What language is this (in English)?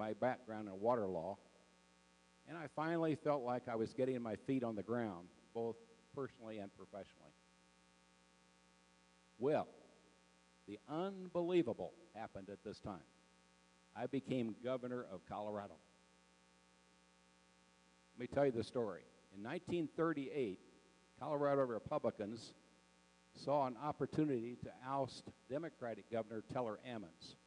English